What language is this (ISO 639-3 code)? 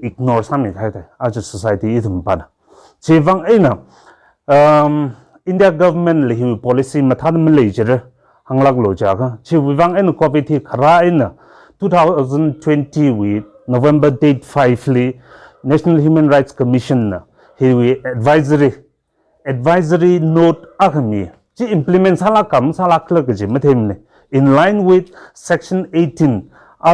nmf